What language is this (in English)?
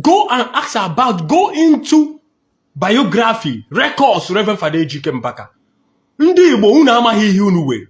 Igbo